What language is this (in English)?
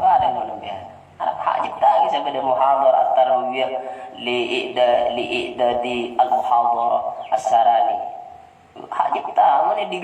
Madurese